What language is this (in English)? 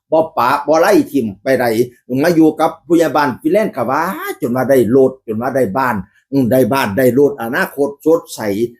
Northeastern Thai